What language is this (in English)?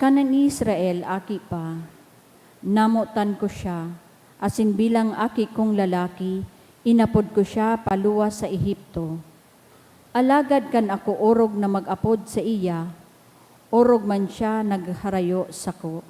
Bikol